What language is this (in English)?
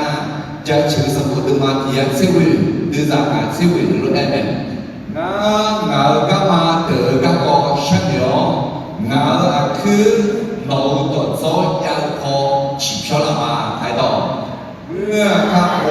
Akha